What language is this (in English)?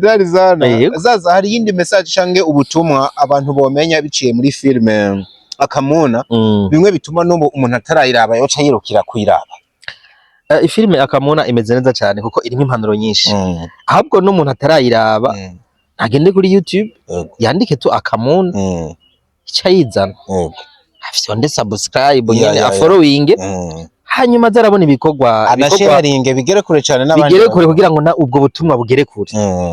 Rundi